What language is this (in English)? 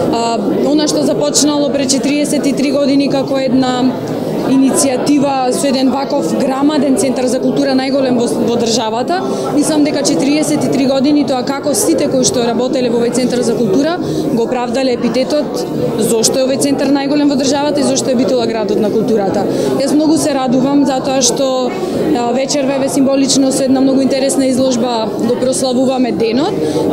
Macedonian